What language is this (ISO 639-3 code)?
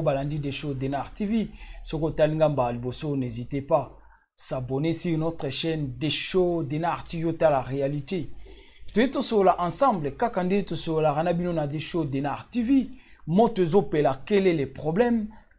lin